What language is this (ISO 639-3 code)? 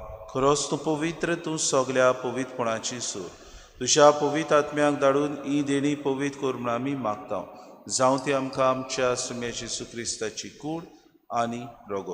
kok